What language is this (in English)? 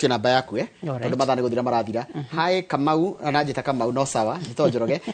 Kikuyu